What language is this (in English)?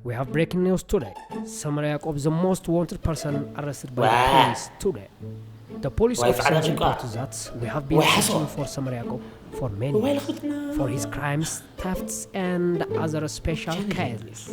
Tigrinya